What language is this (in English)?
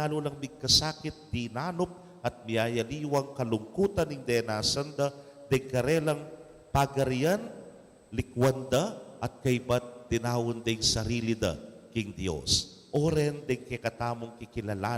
Pampanga